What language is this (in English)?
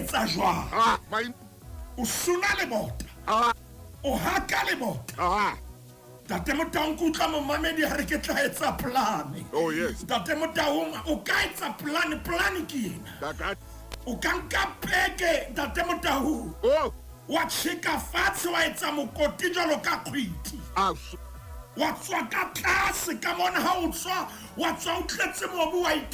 Southern Sotho